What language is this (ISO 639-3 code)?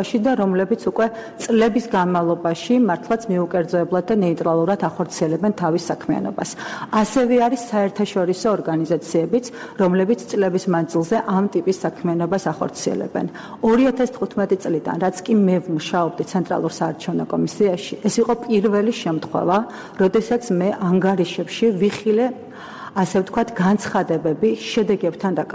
kat